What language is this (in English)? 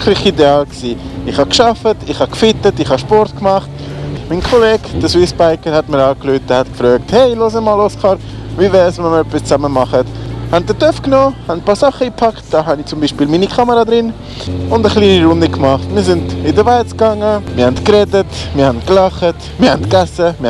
Swiss German